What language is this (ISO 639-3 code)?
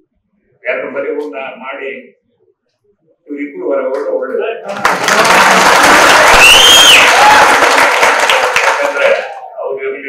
kan